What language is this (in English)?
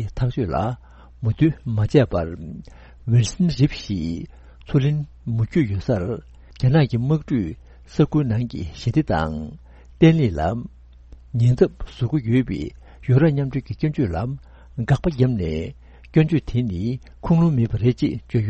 Tibetan